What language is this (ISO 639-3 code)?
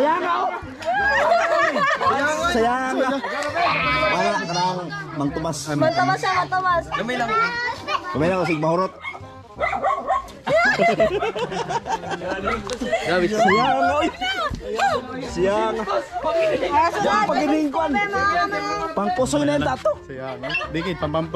fil